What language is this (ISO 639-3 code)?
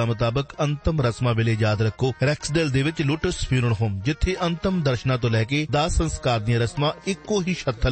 pan